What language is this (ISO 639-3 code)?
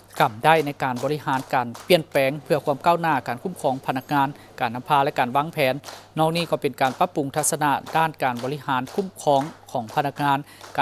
lao